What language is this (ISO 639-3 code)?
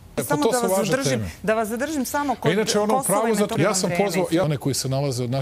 srp